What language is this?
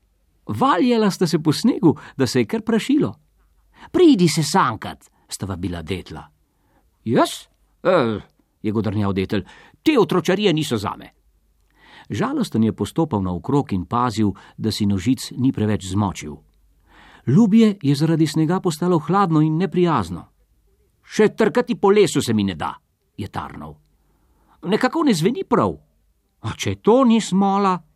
Slovenian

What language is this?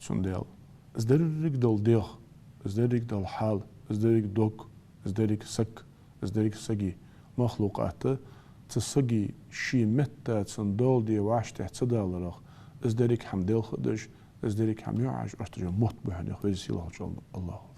Ingush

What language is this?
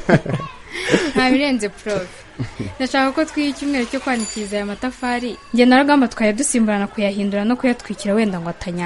Kinyarwanda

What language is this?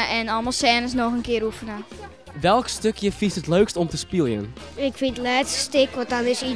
Western Frisian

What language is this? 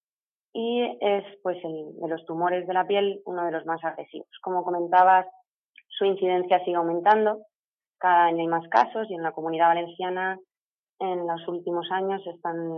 Spanish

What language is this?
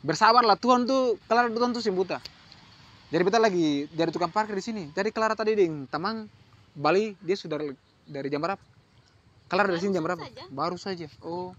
Ambonese Malay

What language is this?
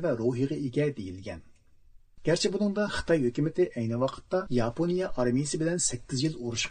Uyghur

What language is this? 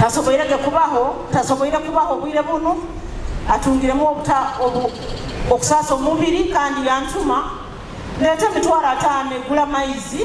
Nyoro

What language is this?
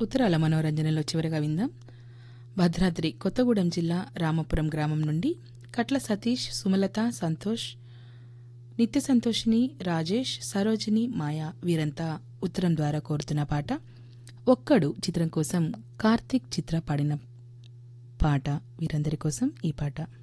Telugu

